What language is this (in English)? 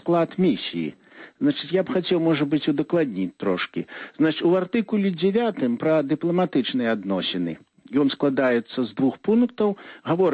Belarusian